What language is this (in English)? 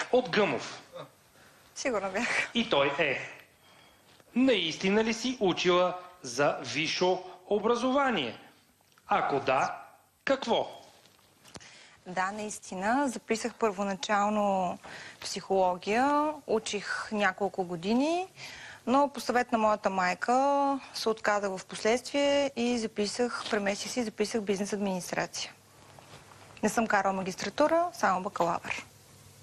Bulgarian